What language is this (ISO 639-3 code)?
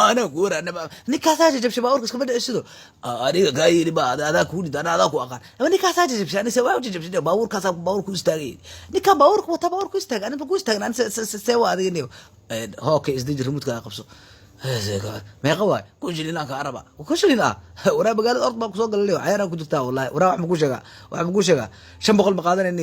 som